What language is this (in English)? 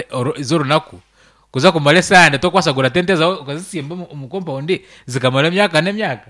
Nyankole